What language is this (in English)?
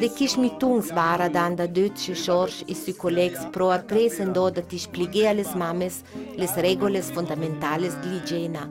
Ladin